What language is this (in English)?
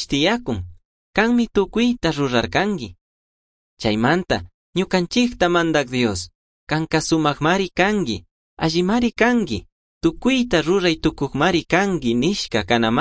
Chimborazo Highland Quichua